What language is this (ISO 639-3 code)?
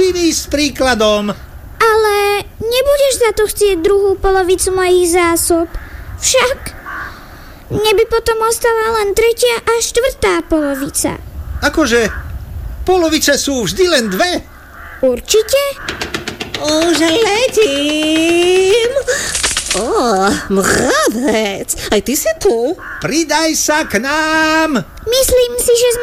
slk